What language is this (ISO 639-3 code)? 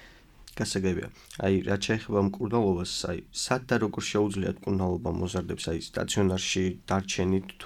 kat